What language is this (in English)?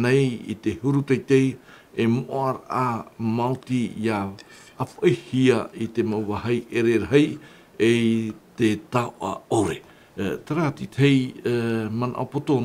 Tahitian